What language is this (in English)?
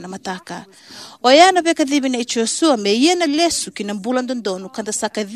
Fijian